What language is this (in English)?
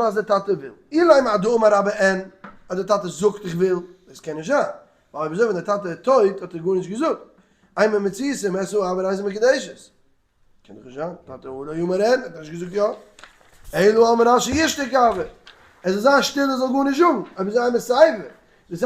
Yiddish